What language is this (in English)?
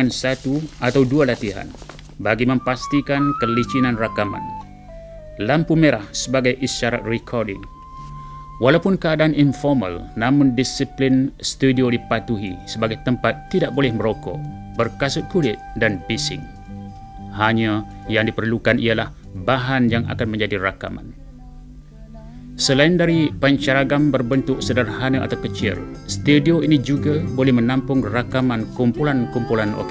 Malay